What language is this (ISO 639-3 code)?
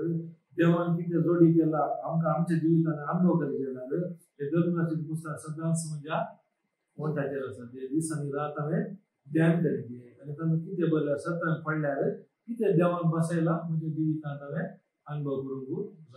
kok